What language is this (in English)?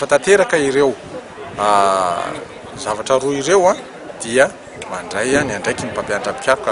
Malagasy